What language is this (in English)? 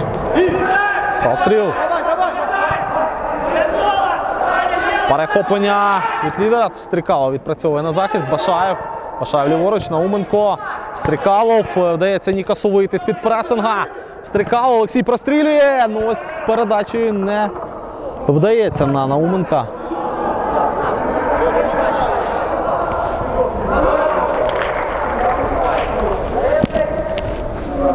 Ukrainian